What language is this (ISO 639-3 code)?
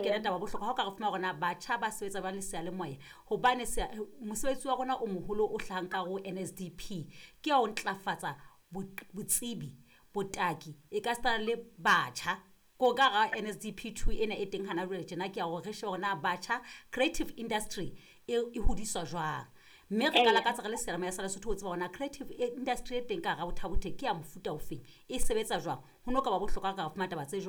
sot